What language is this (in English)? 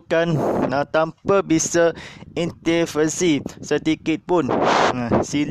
Malay